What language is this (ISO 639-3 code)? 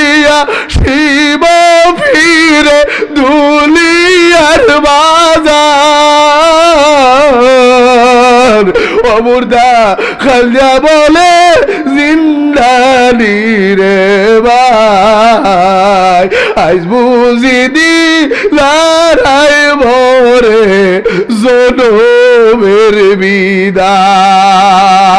syl